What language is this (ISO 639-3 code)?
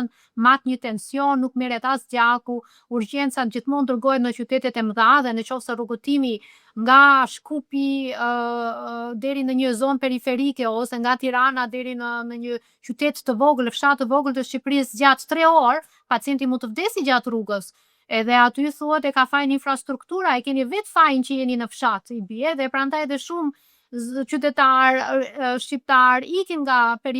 sqi